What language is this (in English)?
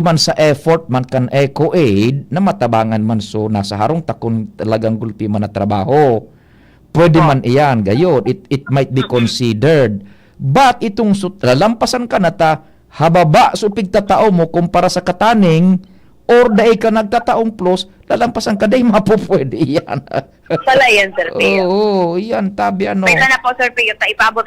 Bikol